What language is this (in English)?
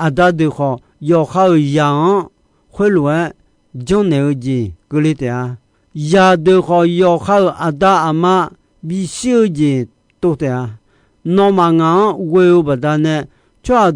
Akha